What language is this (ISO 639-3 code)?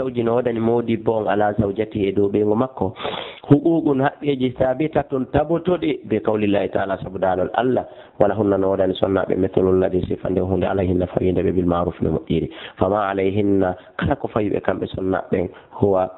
ful